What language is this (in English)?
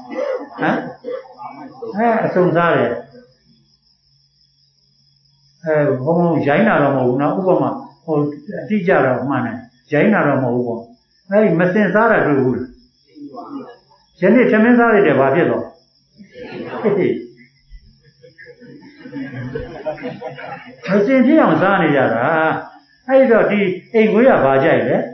Burmese